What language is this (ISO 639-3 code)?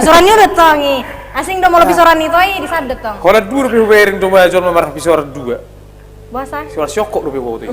bbc